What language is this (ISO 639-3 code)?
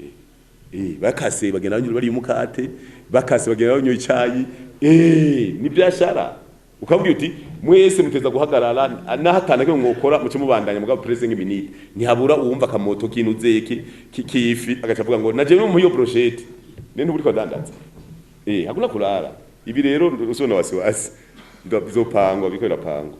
run